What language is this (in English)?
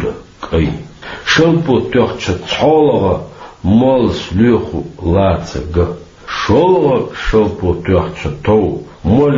Chechen